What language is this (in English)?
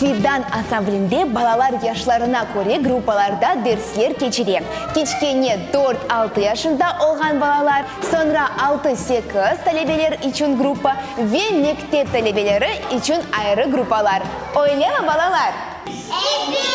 Crimean Tatar